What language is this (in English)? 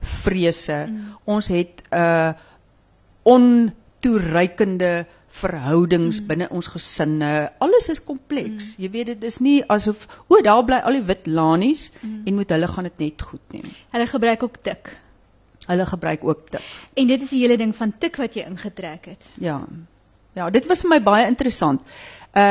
Afrikaans